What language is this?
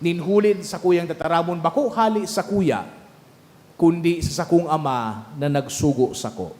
Bikol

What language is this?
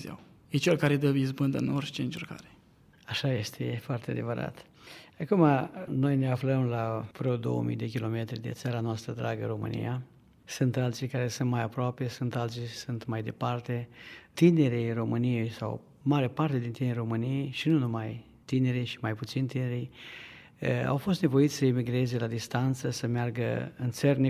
Romanian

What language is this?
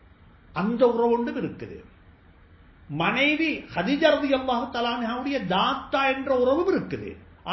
Tamil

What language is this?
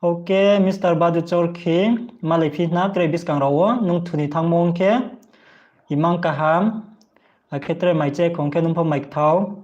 Riang (India)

